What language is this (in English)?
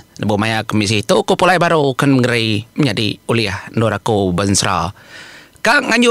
Iban